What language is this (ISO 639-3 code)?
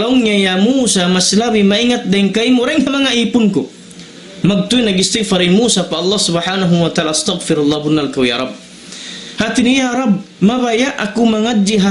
tsg